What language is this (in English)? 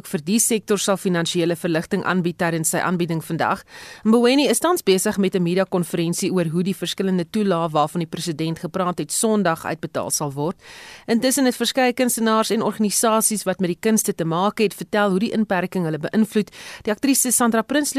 Afrikaans